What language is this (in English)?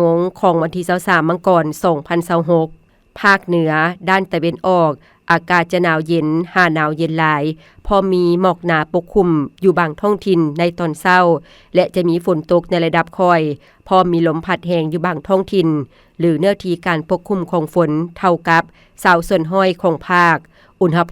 Lao